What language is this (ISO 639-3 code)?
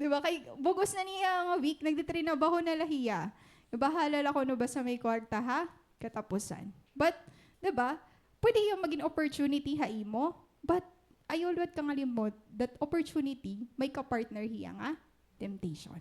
war